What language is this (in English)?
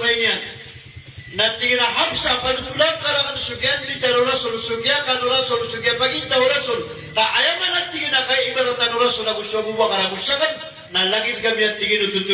Maranao